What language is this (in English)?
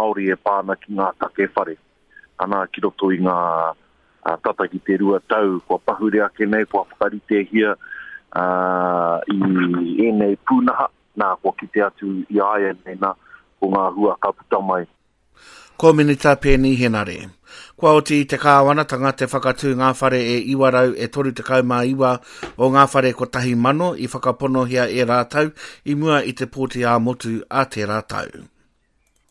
Māori